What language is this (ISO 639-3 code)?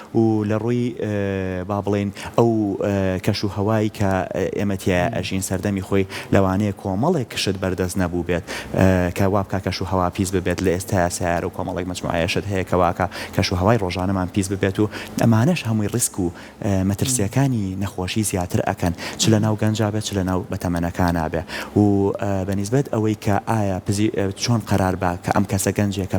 ckb